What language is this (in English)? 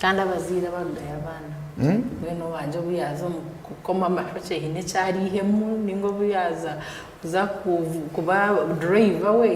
Nyankole